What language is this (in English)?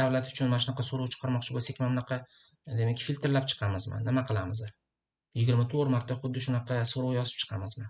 Uzbek